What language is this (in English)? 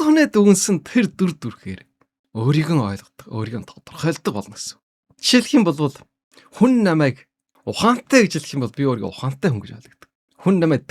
Mongolian